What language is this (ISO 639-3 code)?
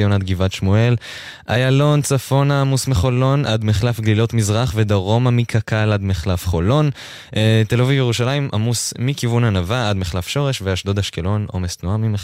heb